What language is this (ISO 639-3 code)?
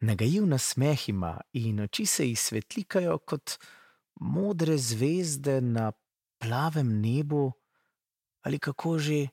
slv